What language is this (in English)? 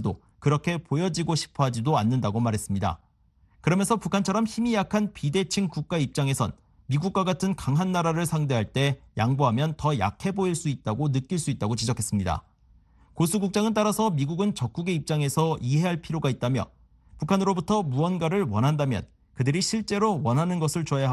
Korean